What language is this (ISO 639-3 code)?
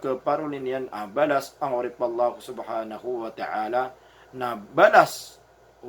mrw